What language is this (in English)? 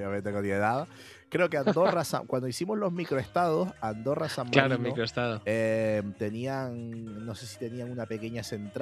Spanish